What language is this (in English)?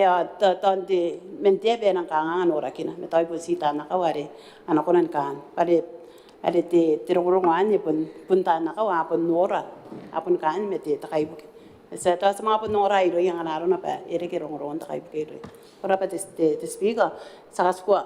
Gilbertese